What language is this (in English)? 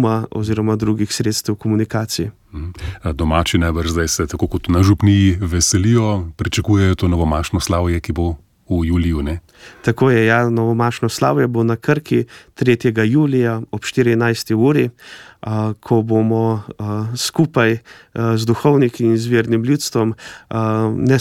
Slovenian